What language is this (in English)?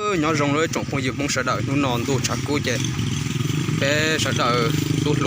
Hmong